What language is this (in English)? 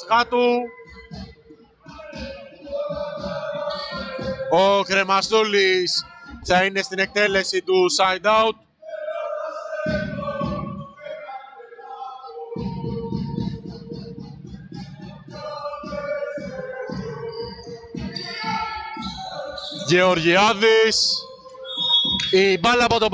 Greek